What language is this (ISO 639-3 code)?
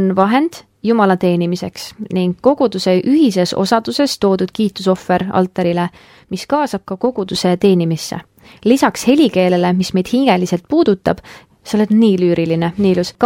est